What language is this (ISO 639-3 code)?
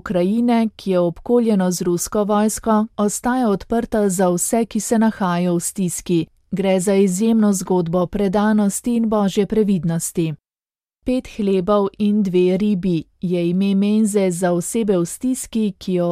slv